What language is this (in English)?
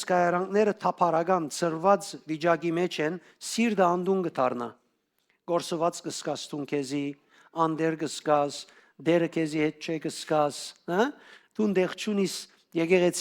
Western Armenian